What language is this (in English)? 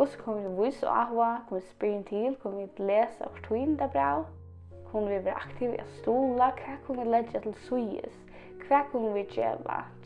Faroese